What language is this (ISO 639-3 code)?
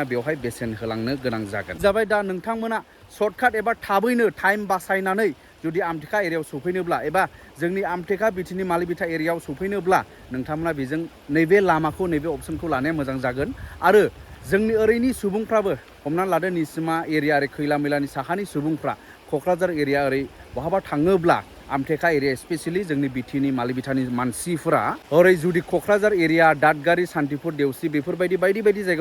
brx